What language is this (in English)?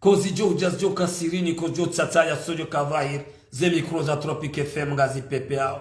Ngazidja Comorian